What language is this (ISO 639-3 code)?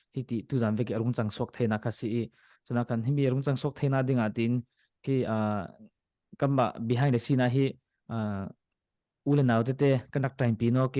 cfm